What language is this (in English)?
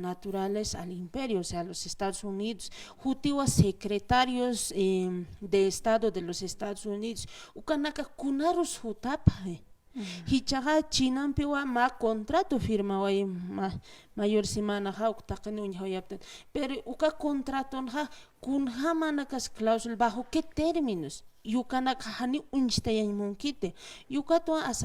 Aymara